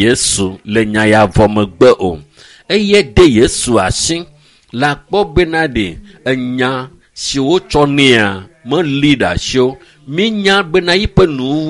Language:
Ewe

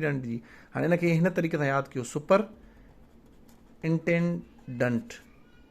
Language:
Sindhi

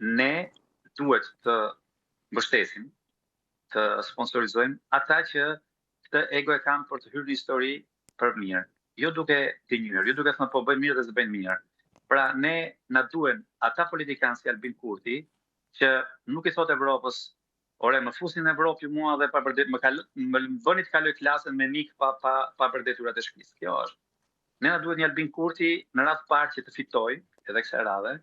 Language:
Albanian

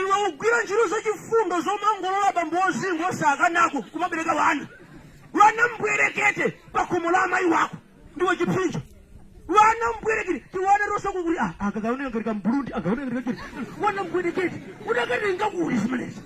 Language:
Nyanja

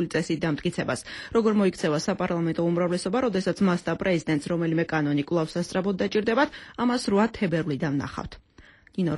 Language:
Georgian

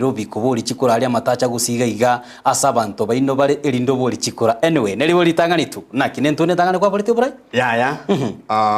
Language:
Gusii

